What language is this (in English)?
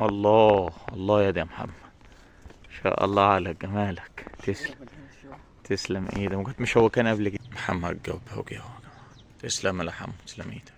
Egyptian Arabic